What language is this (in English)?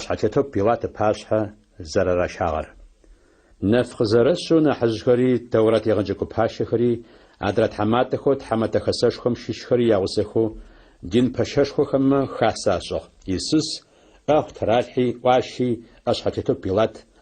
Adyghe